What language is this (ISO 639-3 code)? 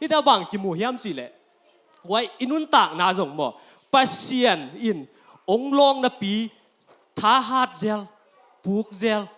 ctd